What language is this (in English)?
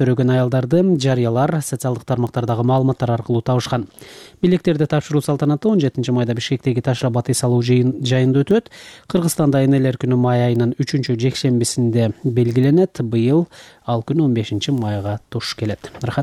Kyrgyz